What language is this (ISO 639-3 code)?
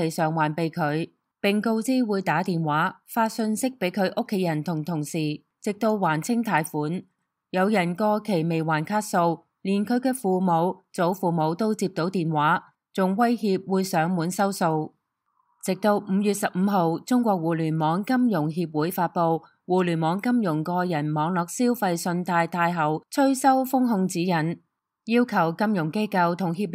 yue